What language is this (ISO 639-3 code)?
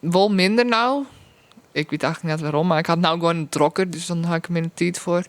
fry